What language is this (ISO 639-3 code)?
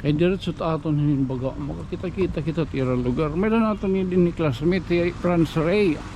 war